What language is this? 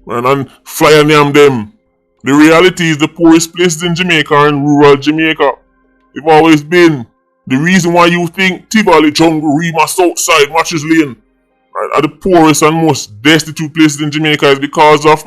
Jamaican Creole English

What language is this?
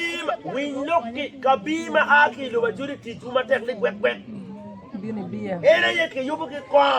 Acoli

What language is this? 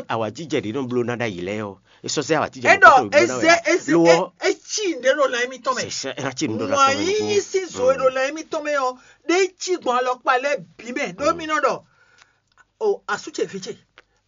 Fon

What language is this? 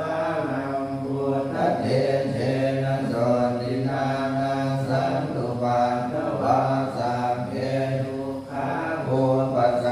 Pali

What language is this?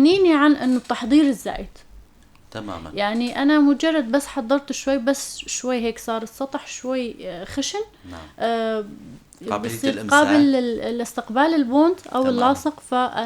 North Levantine Arabic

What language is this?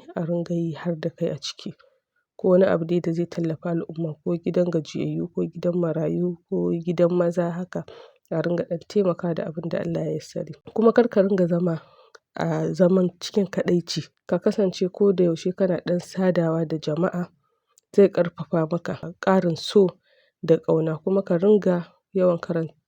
Hausa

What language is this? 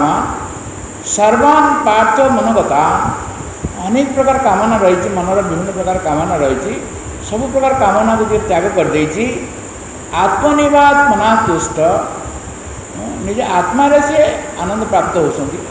Odia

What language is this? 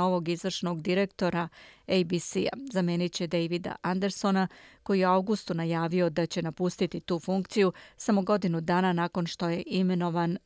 Bosnian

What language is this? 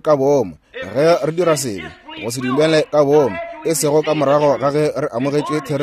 Northern Sotho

